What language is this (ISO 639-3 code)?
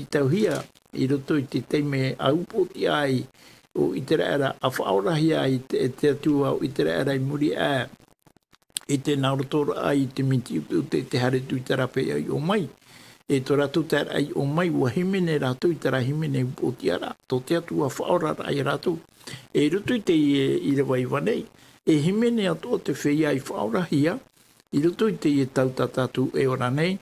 tah